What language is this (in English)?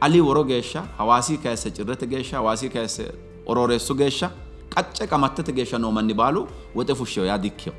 Sidamo